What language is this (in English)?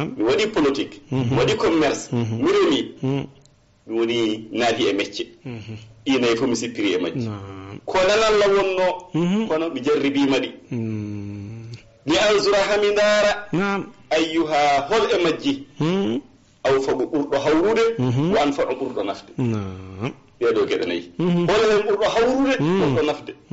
Fula